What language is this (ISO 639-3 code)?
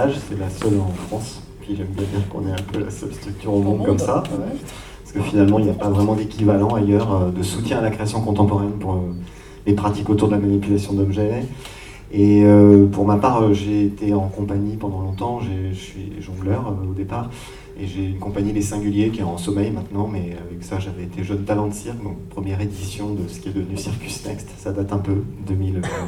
fra